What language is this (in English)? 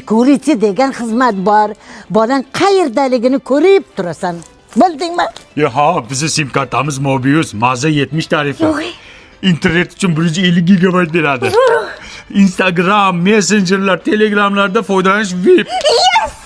Uzbek